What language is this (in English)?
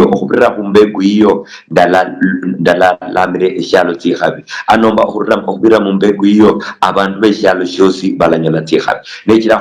Luyia